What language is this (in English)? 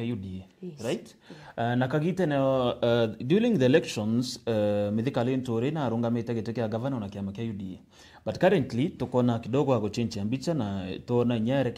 Meru